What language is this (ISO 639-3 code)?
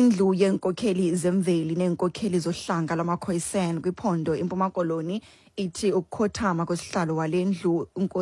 xho